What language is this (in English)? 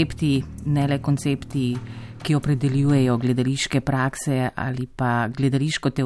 Slovenian